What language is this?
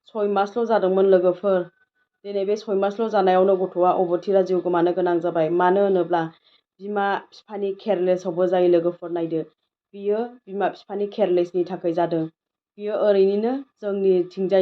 Bodo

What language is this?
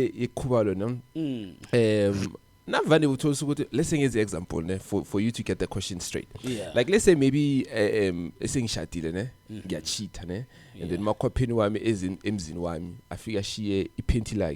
Zulu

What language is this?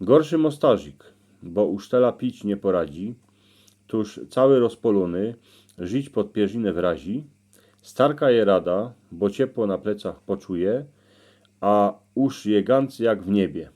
Silesian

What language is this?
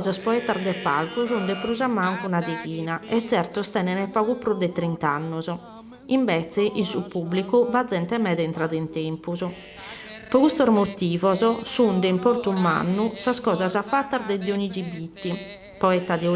Sardinian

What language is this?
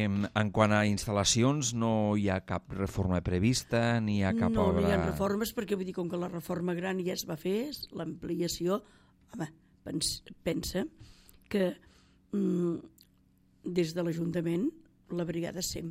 Catalan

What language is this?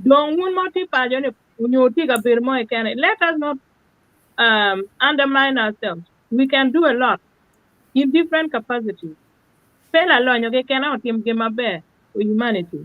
Acoli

